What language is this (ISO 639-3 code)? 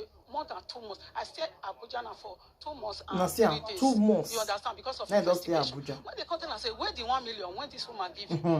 pcm